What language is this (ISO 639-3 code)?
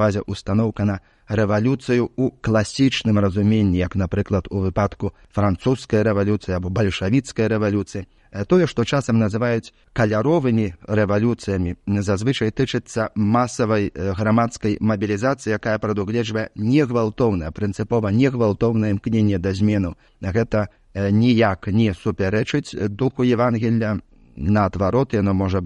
bel